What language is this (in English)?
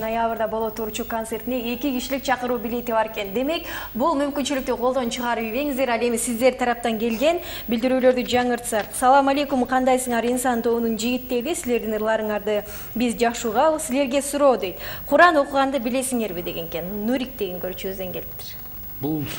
Kyrgyz